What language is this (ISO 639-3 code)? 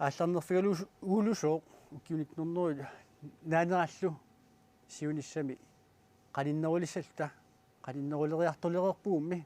kal